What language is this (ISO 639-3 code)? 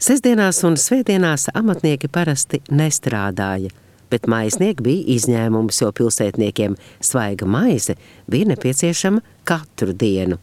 lav